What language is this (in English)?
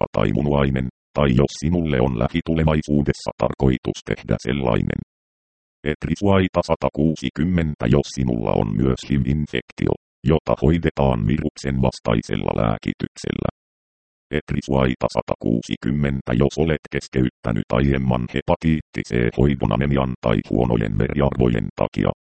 Finnish